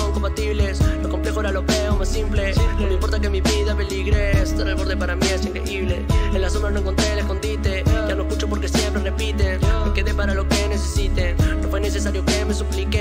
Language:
Spanish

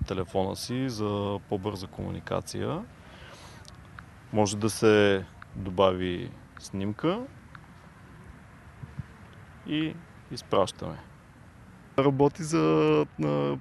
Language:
Bulgarian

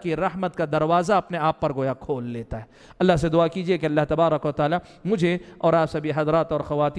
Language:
Urdu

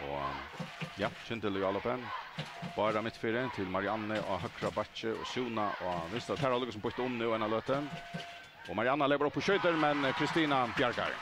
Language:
Faroese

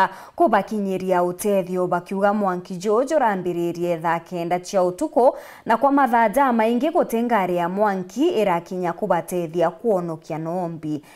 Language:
Meru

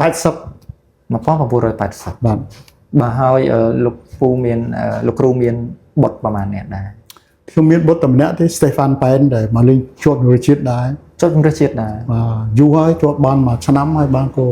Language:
Khmer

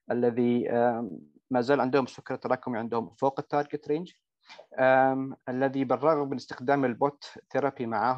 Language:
Arabic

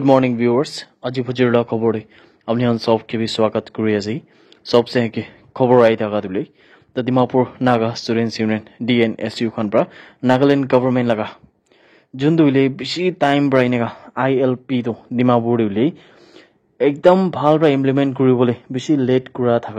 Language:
Naga Pidgin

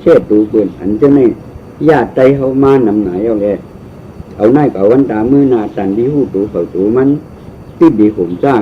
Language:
Shan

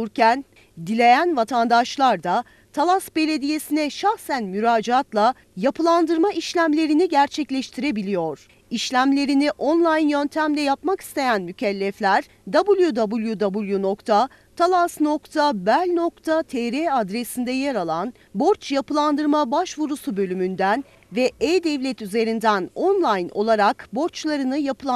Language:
Turkish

